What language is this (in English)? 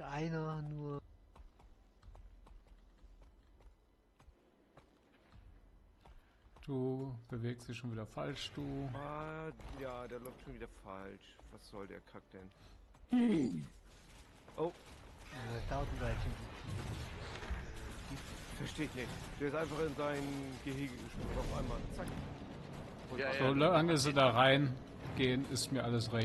German